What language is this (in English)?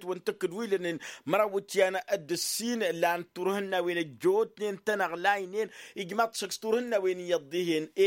Tamasheq